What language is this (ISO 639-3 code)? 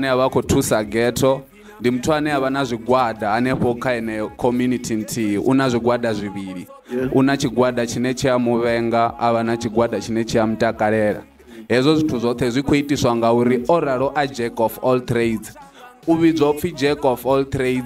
ven